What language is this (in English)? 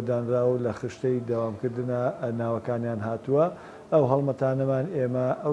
Central Kurdish